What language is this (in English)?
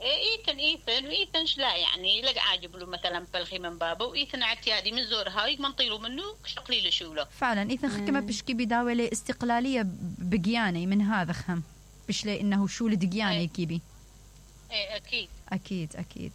Mesopotamian Arabic